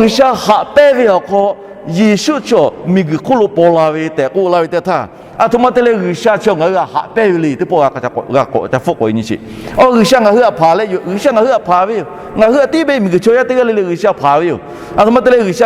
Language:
Lahu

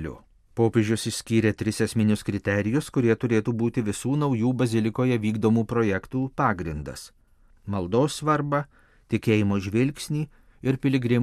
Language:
Lithuanian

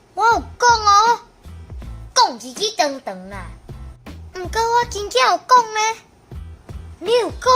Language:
Min Nan Chinese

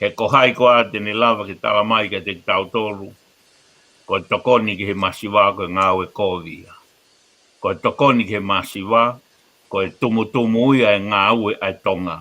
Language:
Tongan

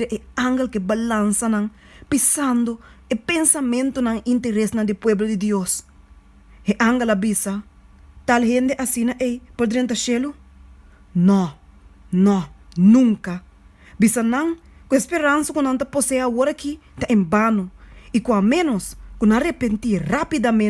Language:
Papiamento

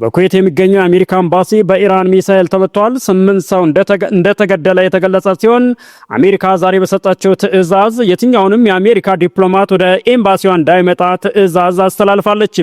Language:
Amharic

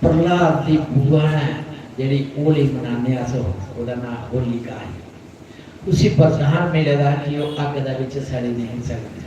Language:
Dogri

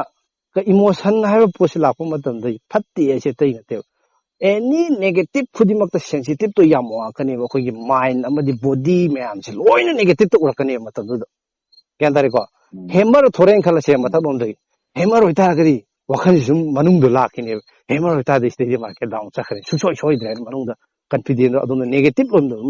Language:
Manipuri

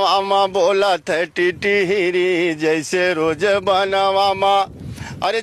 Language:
Bhojpuri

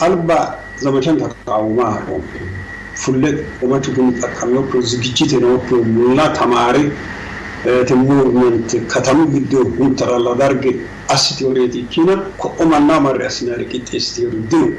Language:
Sidamo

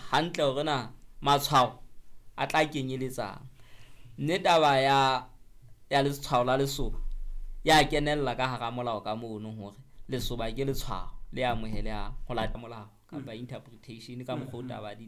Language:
Southern Sotho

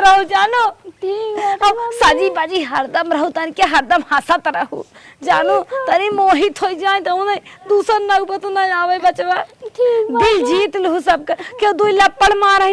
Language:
Awadhi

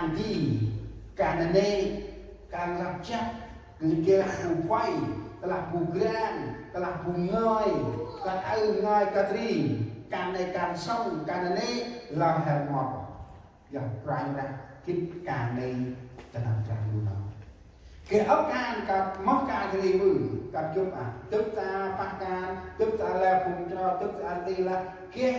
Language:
Central Mnong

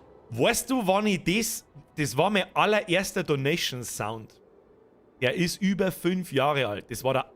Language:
Bavarian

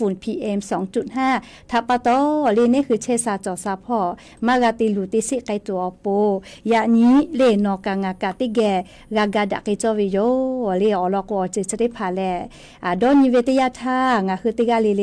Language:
Lahu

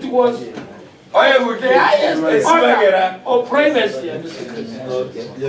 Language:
Gusii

